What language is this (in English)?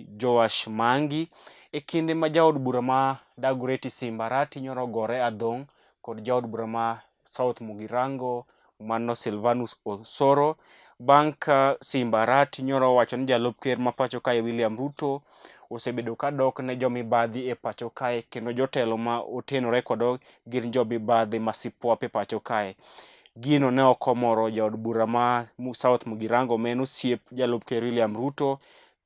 Luo (Kenya and Tanzania)